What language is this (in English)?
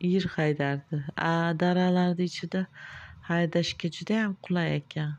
Uzbek